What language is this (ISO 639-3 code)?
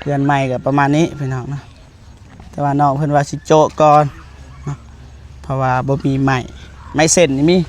lao